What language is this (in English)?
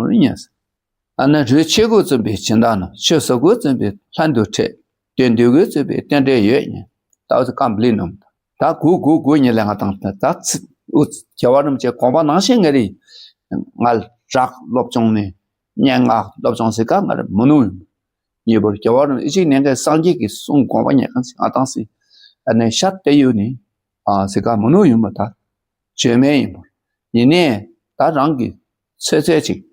Dakpakha